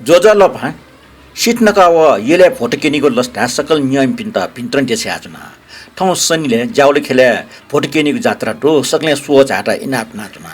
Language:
Newari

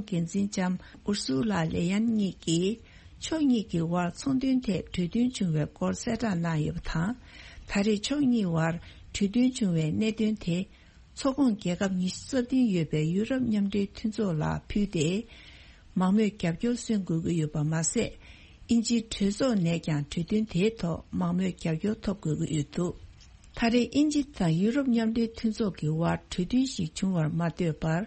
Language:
Tibetan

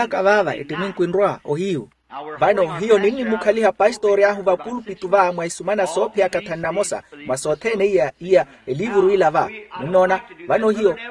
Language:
Makhuwa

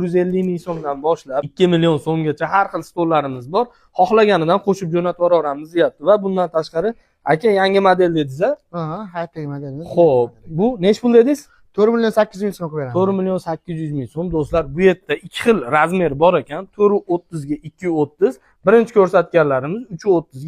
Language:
Uzbek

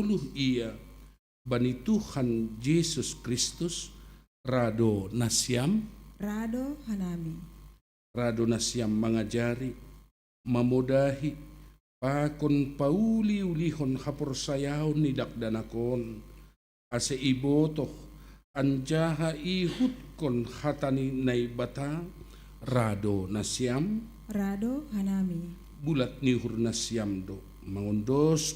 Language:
Batak Simalungun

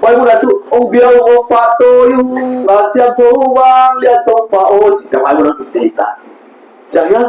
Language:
Paite Chin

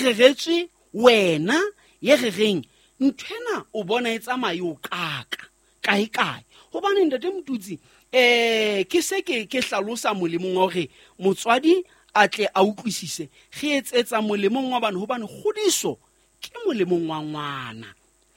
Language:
Southern Sotho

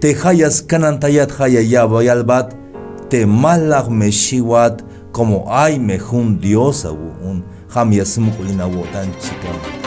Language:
Tzeltal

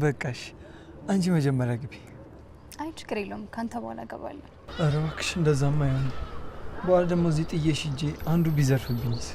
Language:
Amharic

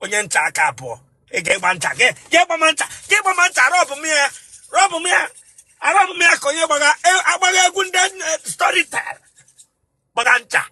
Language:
Igbo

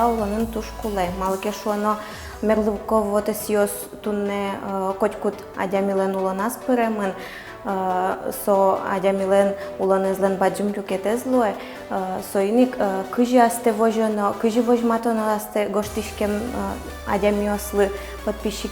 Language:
Udmurt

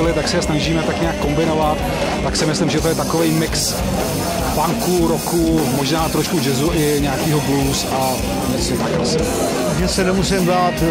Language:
Czech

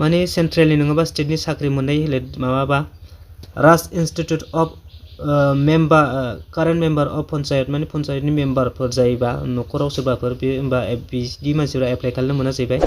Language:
Bodo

